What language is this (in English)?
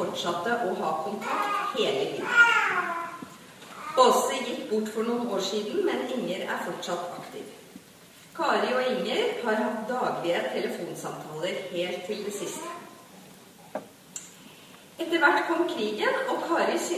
Norwegian